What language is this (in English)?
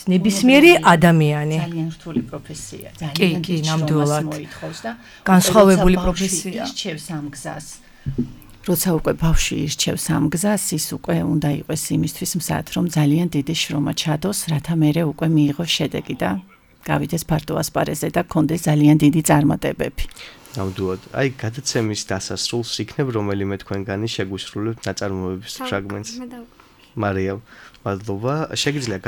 Georgian